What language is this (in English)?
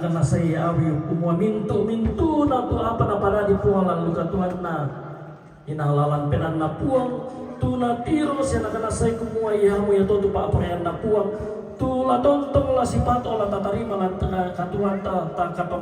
Toraja-Sa'dan